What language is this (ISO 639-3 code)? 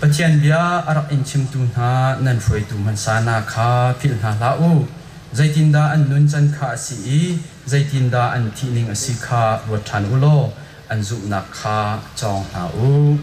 cnh